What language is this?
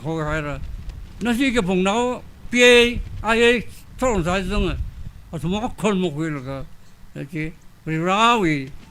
Tangkhul Naga (India)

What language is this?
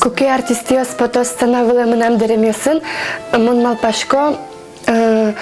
Udmurt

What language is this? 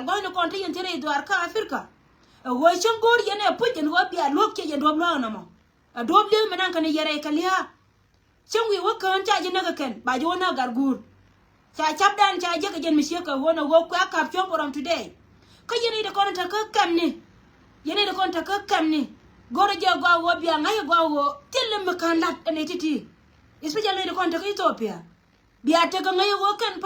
Nuer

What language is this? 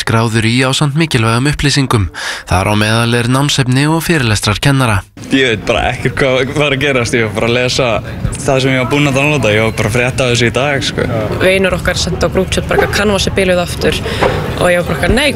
Icelandic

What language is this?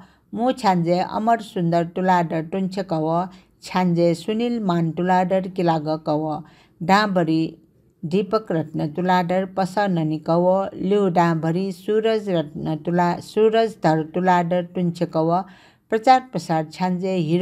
Newari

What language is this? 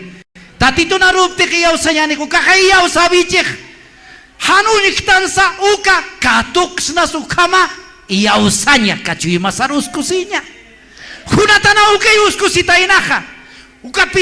Aymara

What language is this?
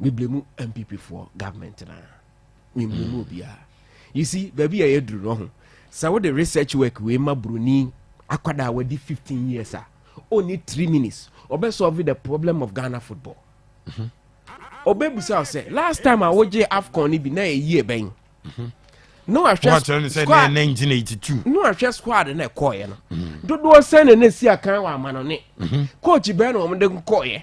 Akan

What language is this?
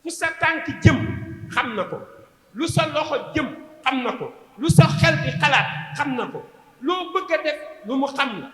Wolof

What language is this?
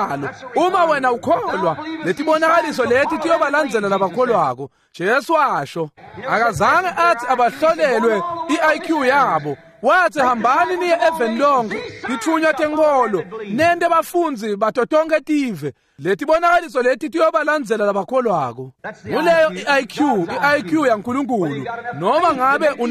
Swati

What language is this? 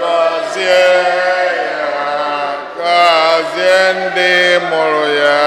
Igbo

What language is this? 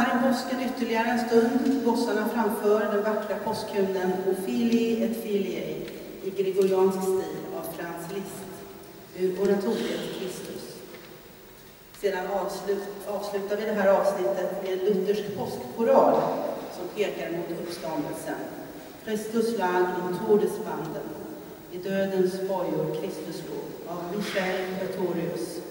Swedish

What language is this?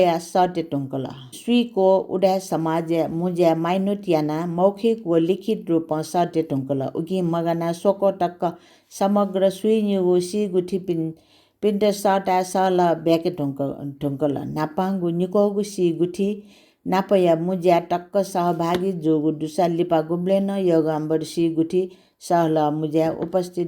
Newari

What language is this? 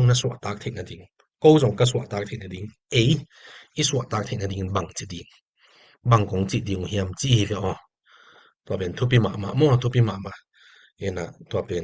Tedim Chin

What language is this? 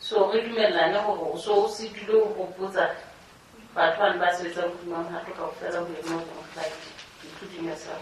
Southern Sotho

